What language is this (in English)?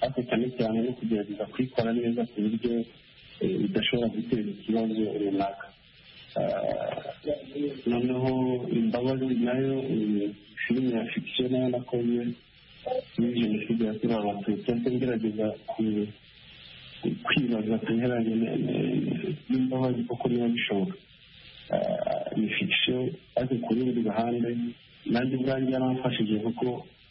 Kinyarwanda